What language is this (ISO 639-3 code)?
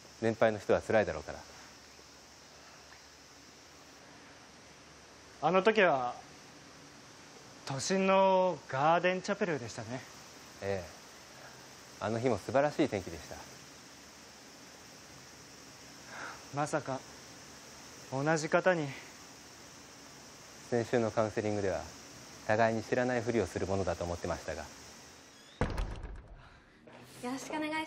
jpn